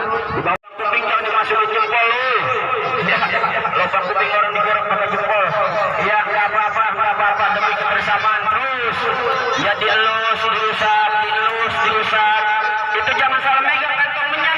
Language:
Betawi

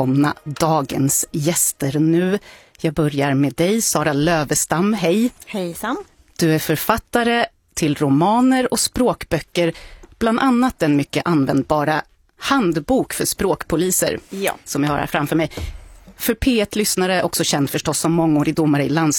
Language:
Swedish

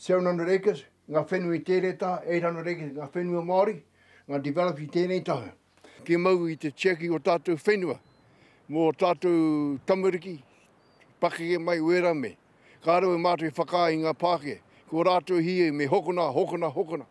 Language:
Māori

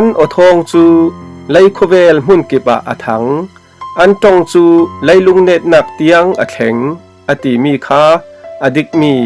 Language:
Falam Chin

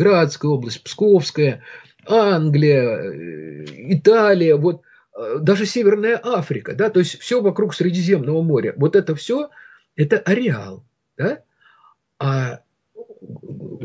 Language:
Russian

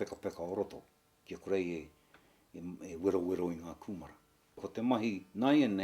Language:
Māori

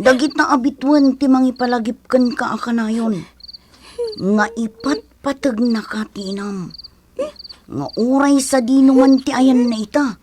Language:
Iloko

